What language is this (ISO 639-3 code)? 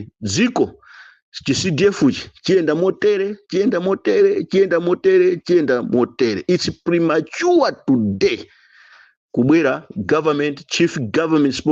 nya